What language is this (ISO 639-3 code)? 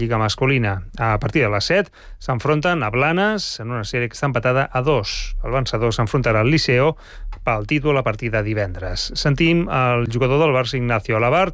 cat